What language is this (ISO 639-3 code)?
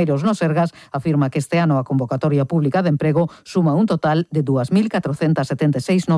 glg